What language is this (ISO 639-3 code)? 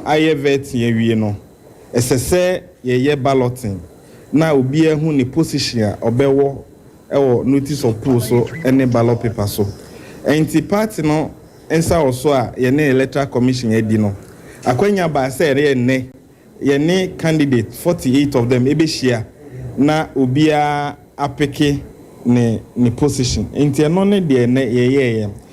aka